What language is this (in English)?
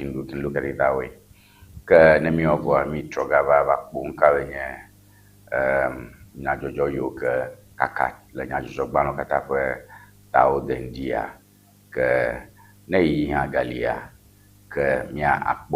Ewe